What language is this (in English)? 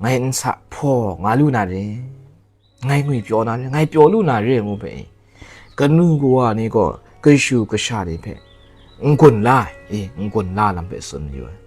Kachin